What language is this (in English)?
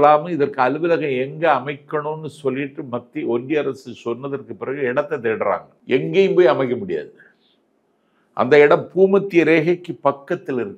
Tamil